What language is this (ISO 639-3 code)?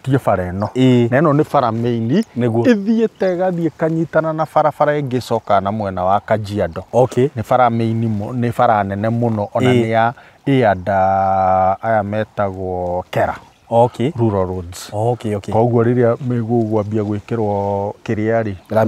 kik